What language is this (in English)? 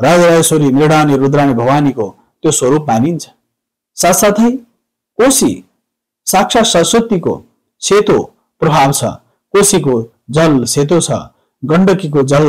Nepali